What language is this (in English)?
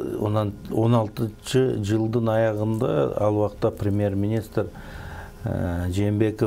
Kyrgyz